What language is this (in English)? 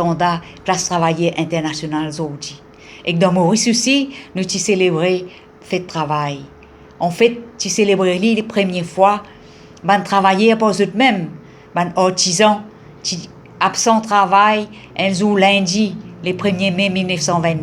Morisyen